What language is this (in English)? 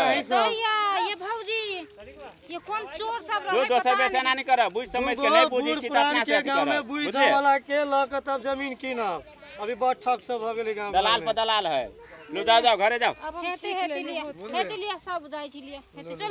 Maithili